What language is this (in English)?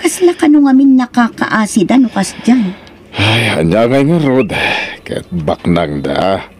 Iloko